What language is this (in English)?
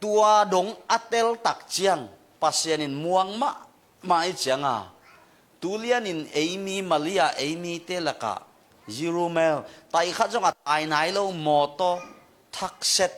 Tedim Chin